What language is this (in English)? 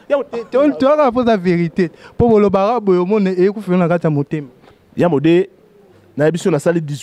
Lingala